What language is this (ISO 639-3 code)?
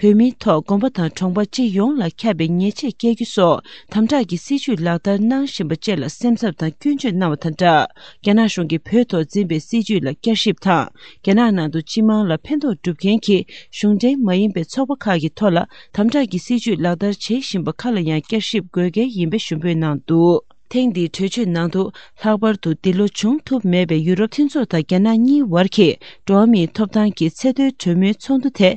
bod